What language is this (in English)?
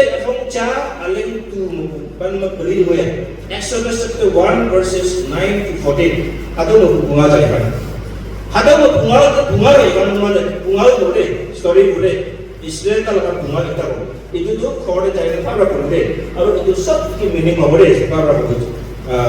Naga Pidgin